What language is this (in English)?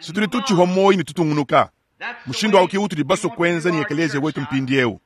Luba-Lulua